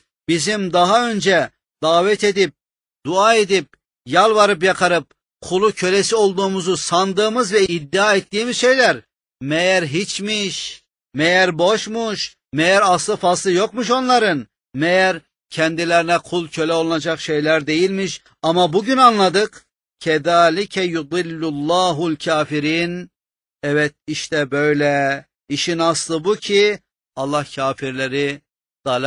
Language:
Turkish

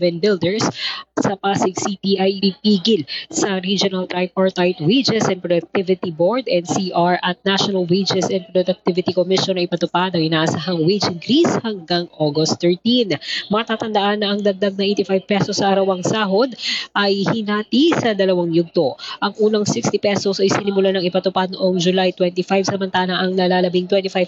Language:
Filipino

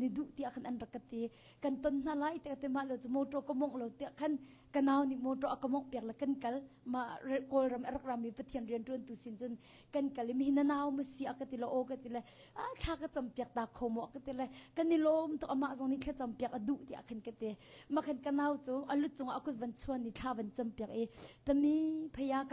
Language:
Hakha Chin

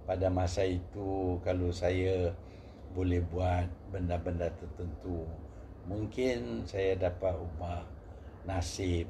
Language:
Malay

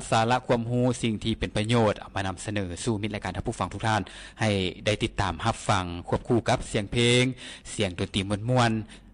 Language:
Lao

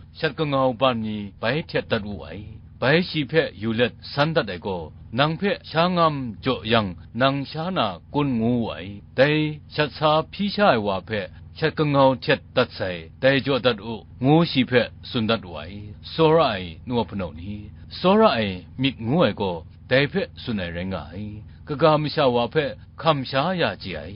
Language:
Kachin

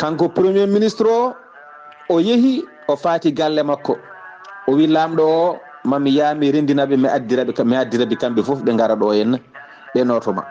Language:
Fula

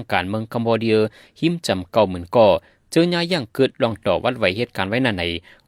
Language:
Shan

